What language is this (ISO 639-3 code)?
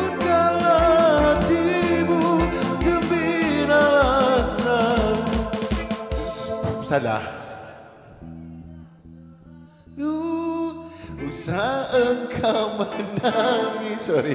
msa